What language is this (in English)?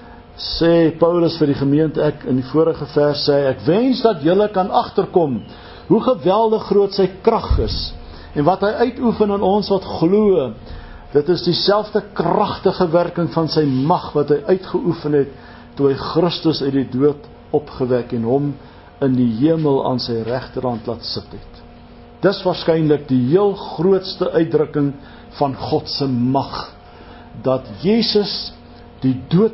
Afrikaans